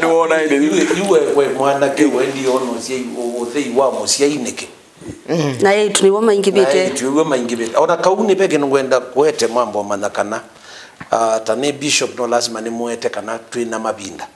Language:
Kamba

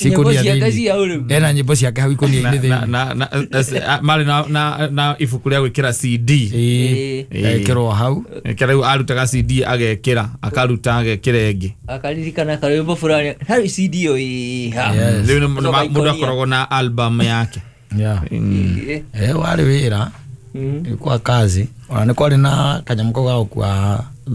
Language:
Kikuyu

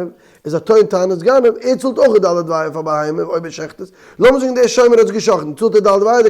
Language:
Yiddish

